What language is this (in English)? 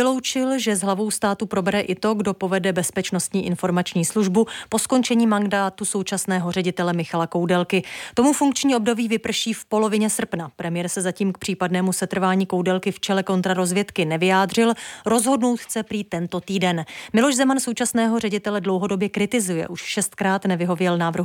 Czech